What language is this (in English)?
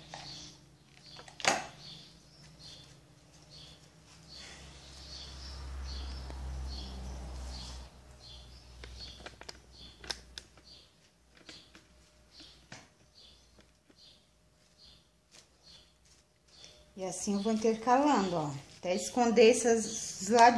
Portuguese